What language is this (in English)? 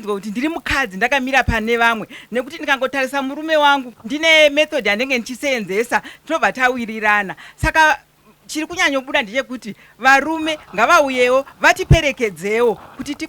Shona